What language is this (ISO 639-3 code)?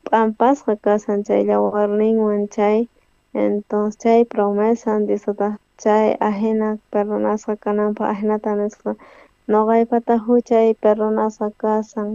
quh